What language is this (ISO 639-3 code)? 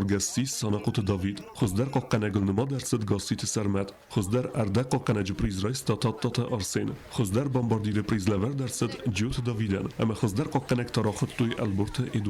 oss